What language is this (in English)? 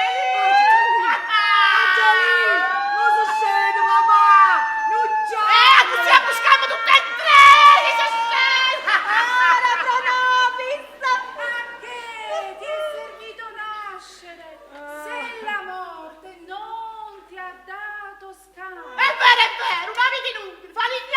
Neapolitan